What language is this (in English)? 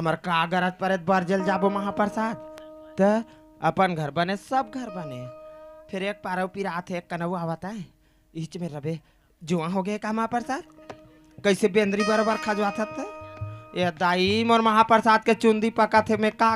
Chhattisgarhi